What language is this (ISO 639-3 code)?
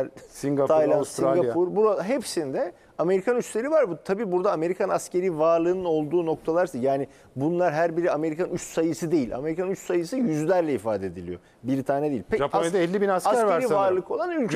tur